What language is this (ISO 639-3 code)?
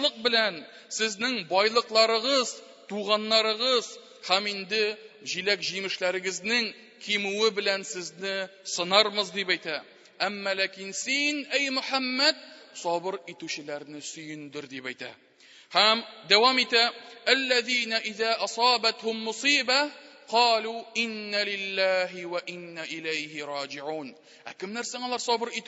tat